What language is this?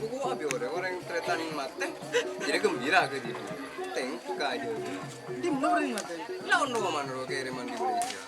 Madurese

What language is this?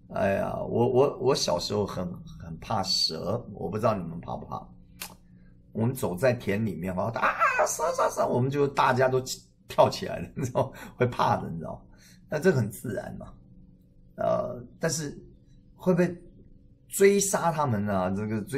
Chinese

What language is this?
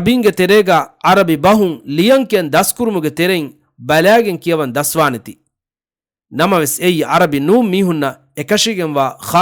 Divehi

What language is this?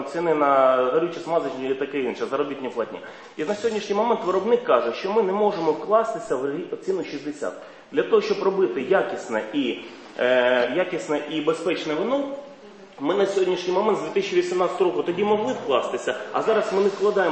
Ukrainian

